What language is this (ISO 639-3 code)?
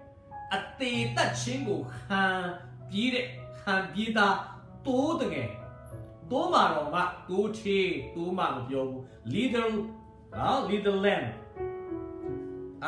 mya